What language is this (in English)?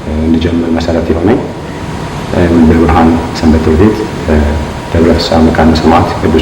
Amharic